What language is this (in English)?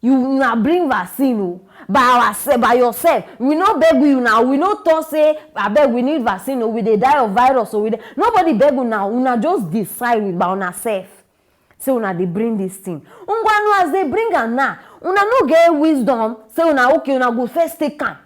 Nigerian Pidgin